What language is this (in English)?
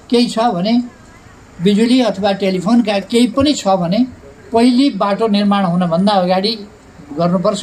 Nepali